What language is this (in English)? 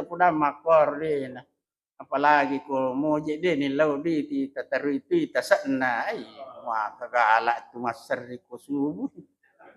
Buginese